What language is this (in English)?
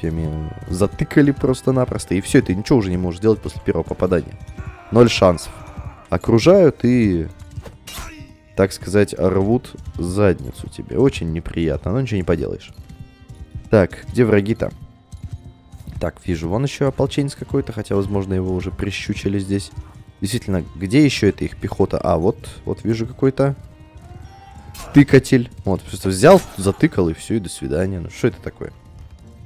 Russian